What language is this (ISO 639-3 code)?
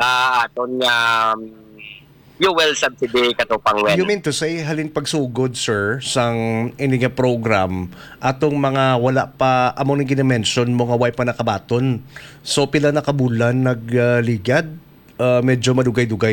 hil